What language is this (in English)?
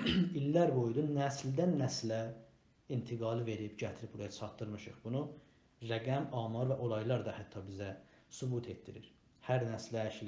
South Azerbaijani